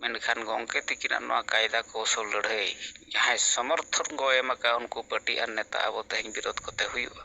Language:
Santali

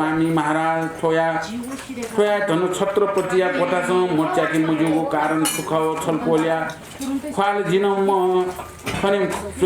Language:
Newari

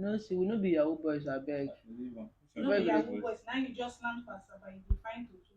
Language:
Nigerian Pidgin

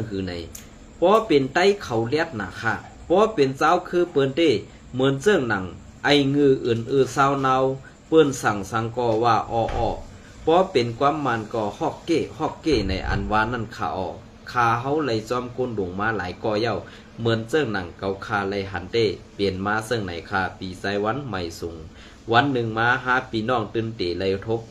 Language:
Shan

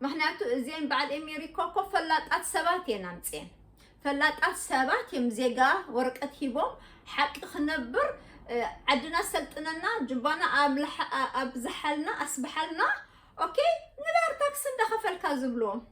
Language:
Tigrinya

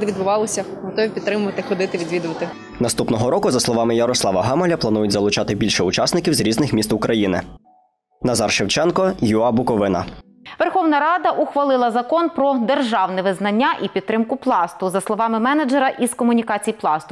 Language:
Ukrainian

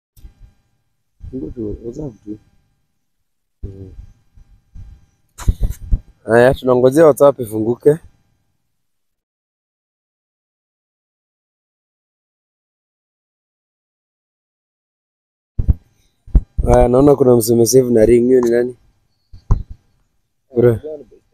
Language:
Swahili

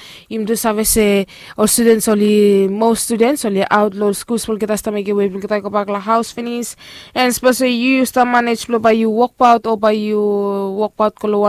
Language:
Bislama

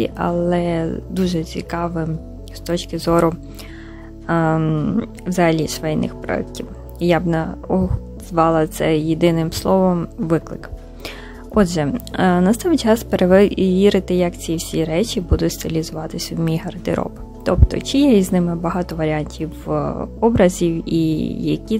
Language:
Ukrainian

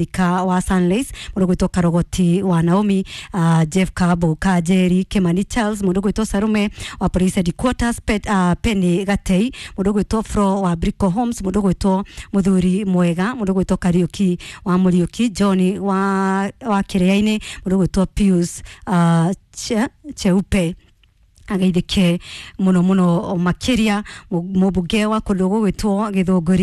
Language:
Kikuyu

